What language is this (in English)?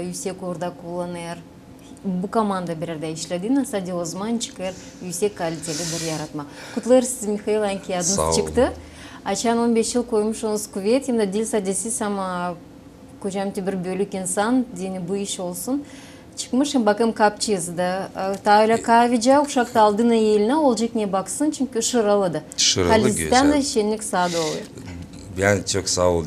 Gagauz